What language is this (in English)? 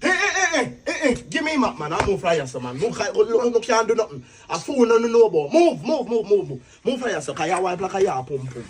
Jamaican Creole English